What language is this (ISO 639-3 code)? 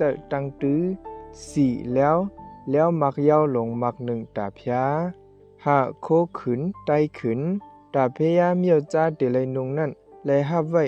shn